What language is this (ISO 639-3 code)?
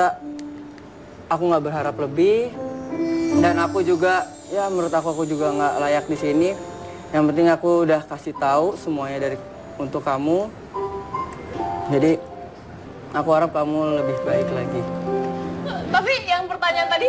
ind